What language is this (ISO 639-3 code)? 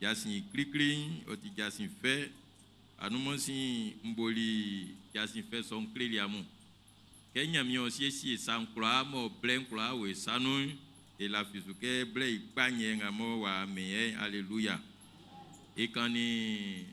bci